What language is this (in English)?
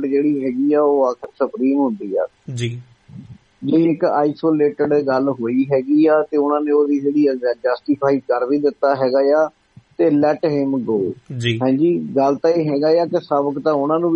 Punjabi